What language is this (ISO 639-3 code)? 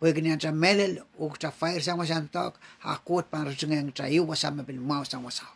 pon